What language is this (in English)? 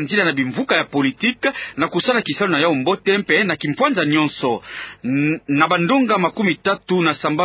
Kituba (Democratic Republic of Congo)